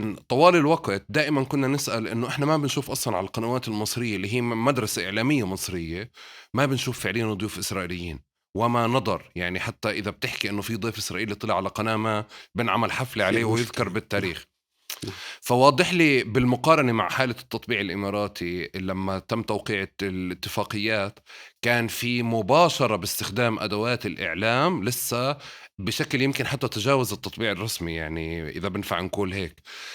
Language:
North Levantine Arabic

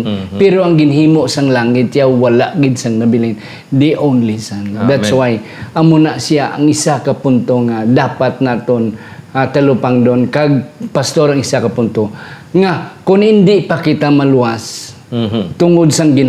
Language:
Hiligaynon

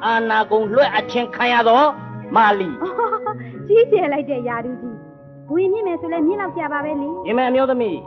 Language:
Burmese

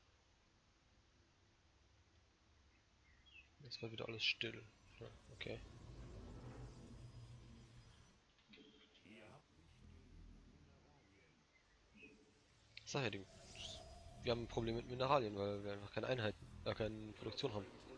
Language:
German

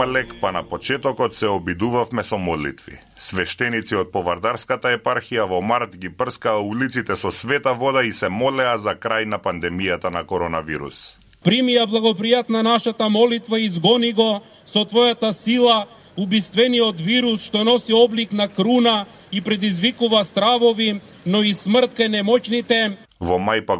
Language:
Macedonian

